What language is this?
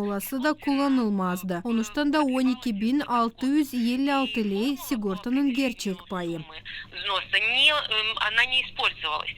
Gagauz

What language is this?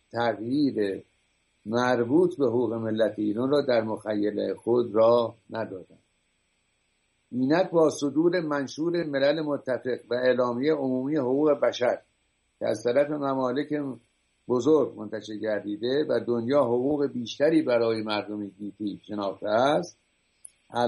Persian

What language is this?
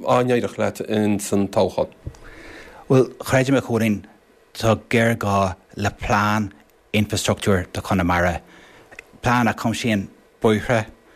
Irish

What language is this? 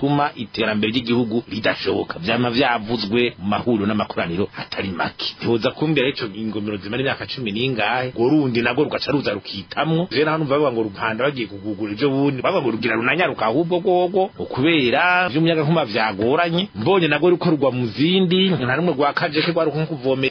Rundi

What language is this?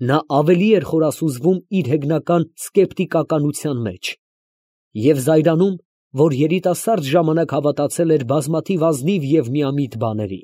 Armenian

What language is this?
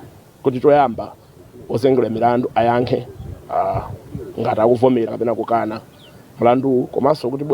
Nyanja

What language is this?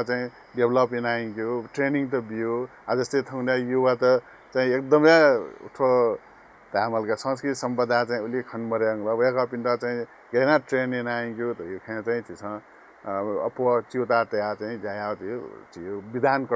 Newari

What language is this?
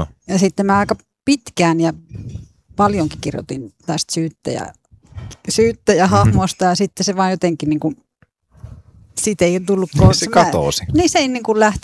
Finnish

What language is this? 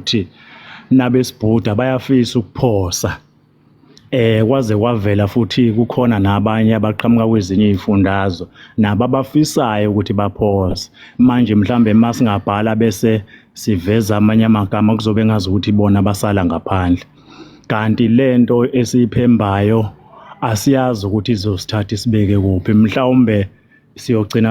Zulu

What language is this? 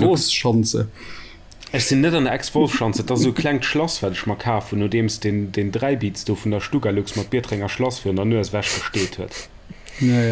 Luxembourgish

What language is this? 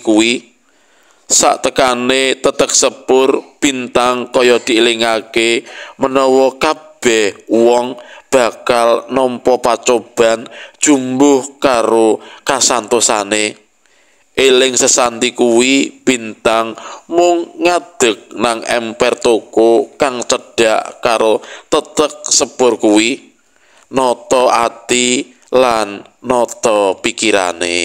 Javanese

